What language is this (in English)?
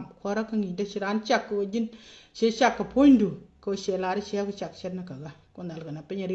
Nuer